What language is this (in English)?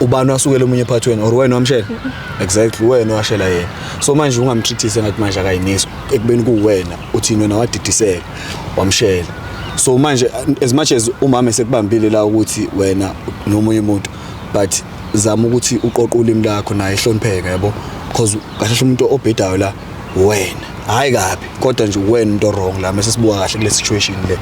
Zulu